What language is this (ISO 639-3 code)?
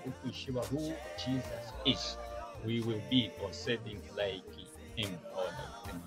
bem